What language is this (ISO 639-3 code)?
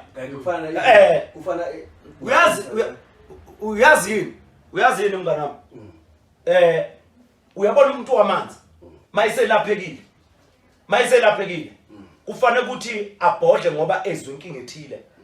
zul